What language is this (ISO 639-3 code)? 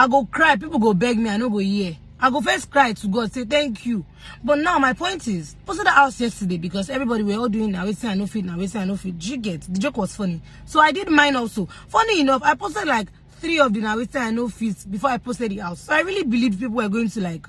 pcm